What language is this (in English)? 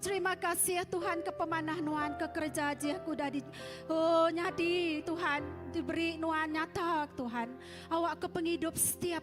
Iban